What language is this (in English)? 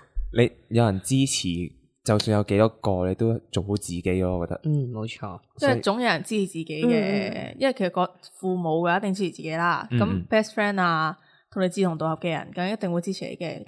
Cantonese